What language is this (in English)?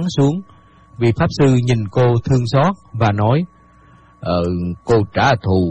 Vietnamese